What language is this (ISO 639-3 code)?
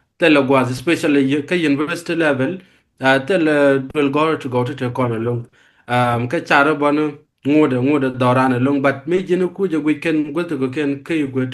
nus